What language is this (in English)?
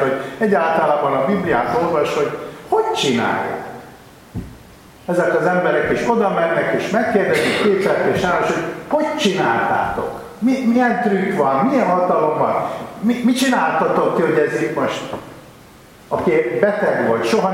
Hungarian